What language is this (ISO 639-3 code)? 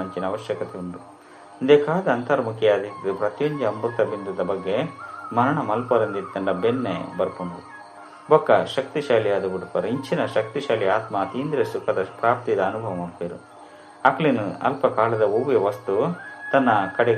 tcy